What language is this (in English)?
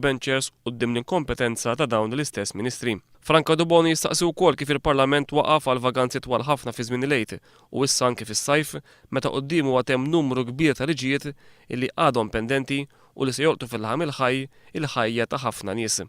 Maltese